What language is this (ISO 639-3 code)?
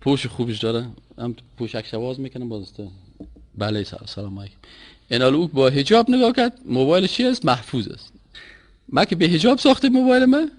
fas